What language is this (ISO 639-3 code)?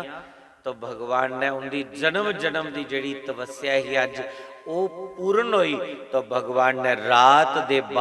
doi